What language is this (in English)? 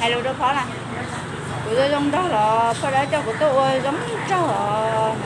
Hmong